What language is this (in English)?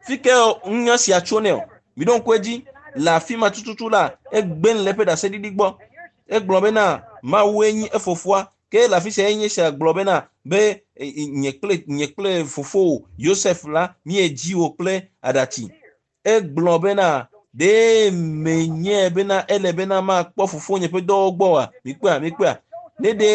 Ewe